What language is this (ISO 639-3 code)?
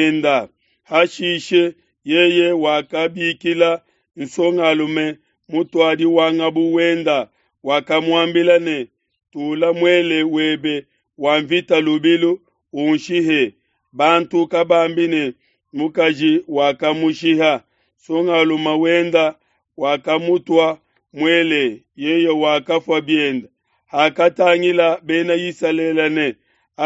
lua